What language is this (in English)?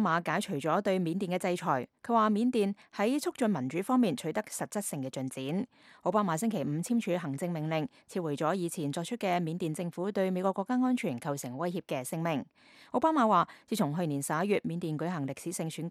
Cantonese